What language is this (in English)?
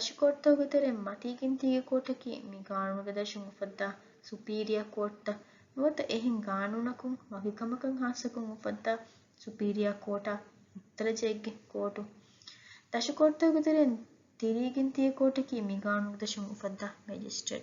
Divehi